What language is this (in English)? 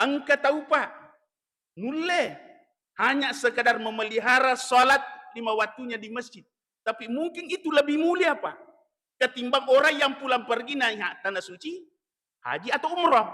Buginese